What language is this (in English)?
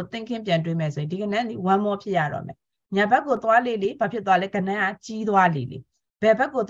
Burmese